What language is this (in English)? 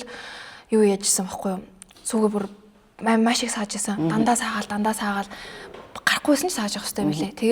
Mongolian